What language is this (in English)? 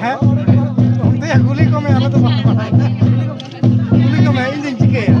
Santali